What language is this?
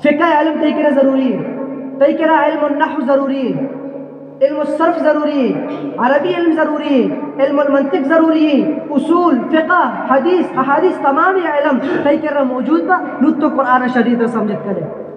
Eastern Balochi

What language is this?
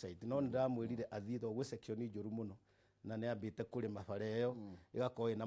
Kikuyu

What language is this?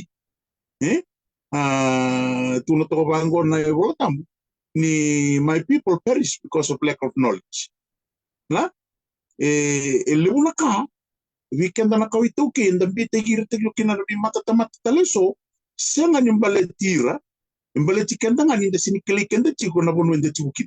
Fijian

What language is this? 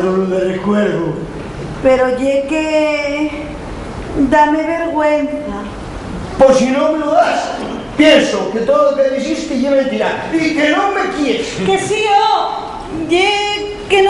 Asturian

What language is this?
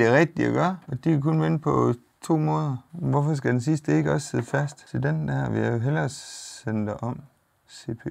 Danish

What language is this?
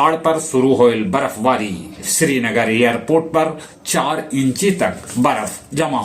Magahi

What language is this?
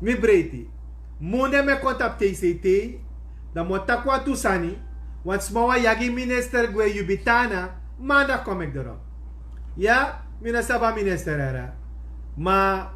Sranan Tongo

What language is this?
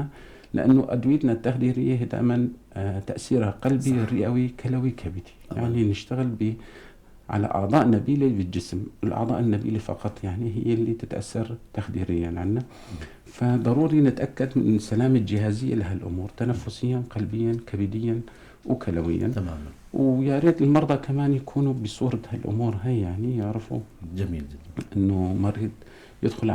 North Levantine Arabic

